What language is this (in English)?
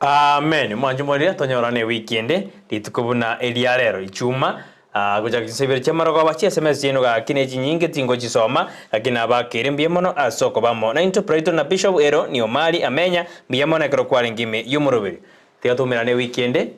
Gusii